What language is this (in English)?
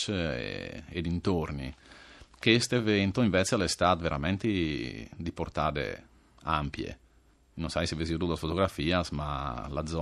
Friulian